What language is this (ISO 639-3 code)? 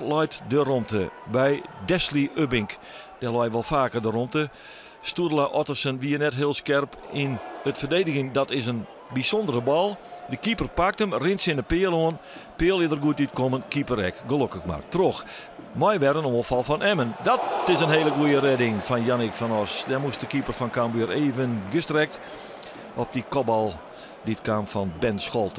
fry